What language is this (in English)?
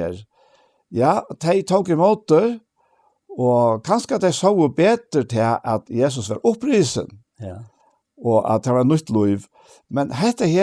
Faroese